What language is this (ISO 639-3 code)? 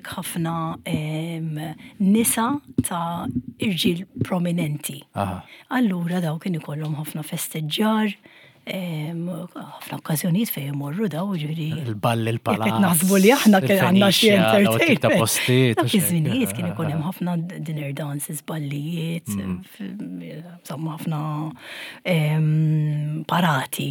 mlt